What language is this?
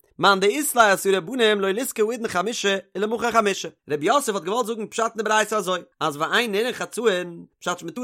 Yiddish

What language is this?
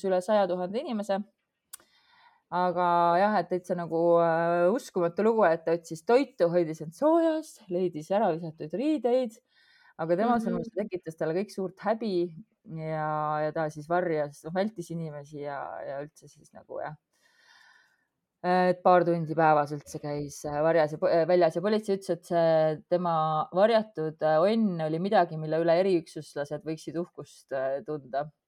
Estonian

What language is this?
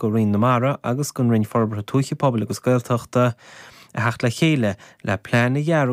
Irish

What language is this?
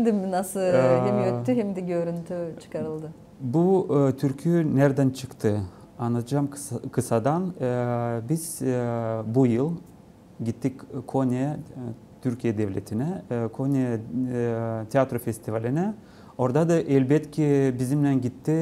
Gagauz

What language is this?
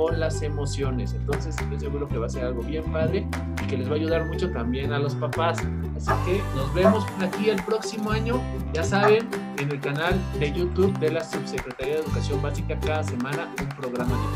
Spanish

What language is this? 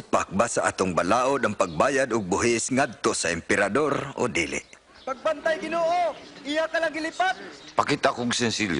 Cebuano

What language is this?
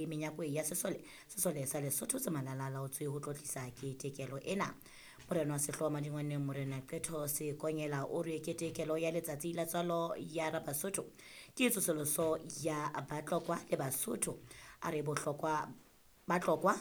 Southern Sotho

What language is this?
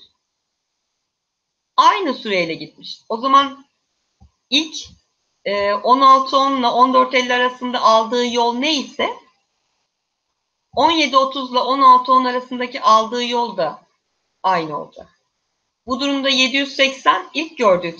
Turkish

